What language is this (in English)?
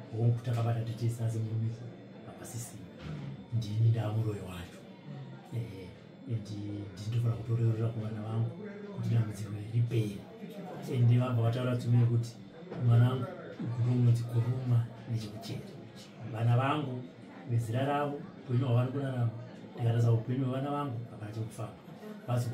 Shona